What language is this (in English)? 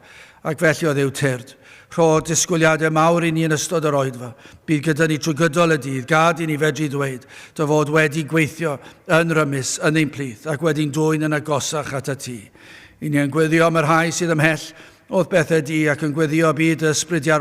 Welsh